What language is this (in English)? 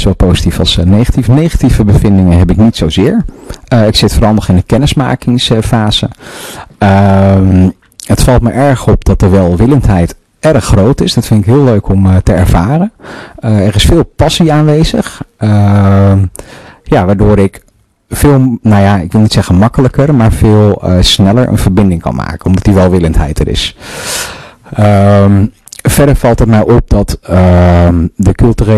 Dutch